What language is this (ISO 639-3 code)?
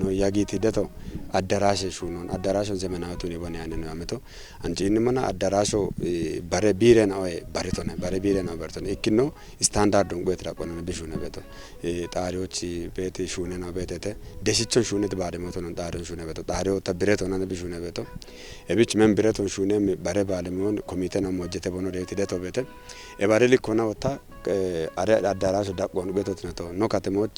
kbr